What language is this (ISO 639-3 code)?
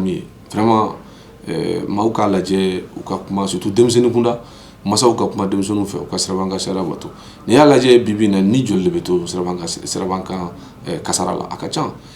bam